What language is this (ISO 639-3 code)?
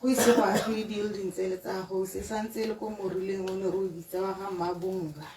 tsn